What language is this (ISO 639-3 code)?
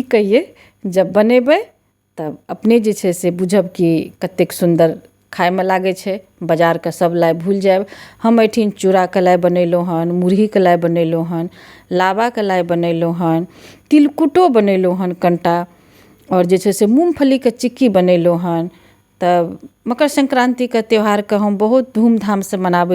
mai